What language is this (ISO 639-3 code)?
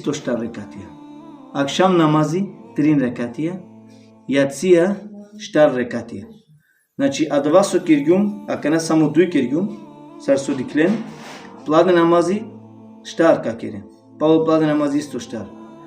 rmn